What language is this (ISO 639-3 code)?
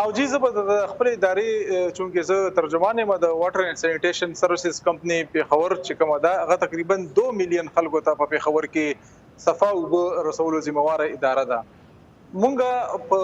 pus